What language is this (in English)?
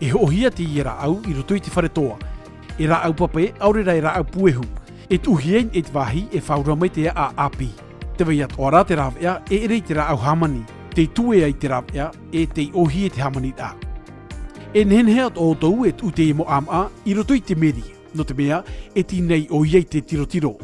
Tahitian